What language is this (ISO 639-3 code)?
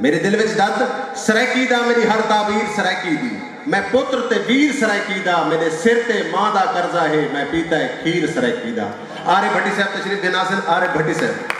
skr